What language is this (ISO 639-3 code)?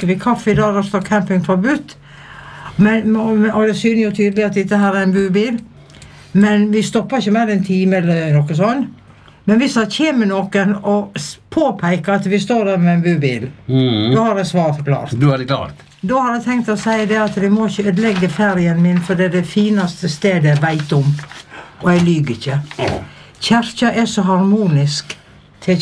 nor